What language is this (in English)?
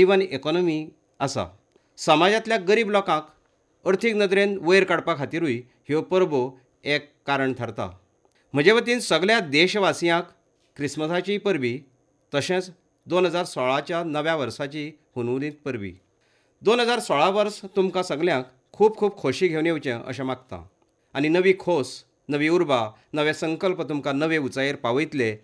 Konkani